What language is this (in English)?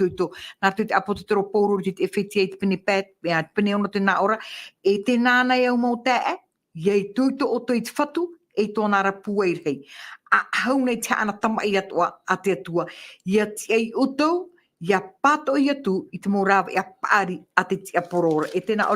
Tahitian